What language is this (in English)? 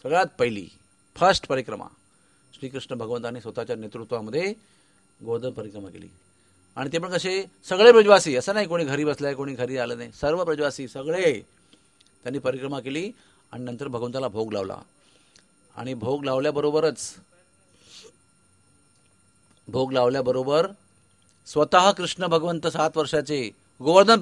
Marathi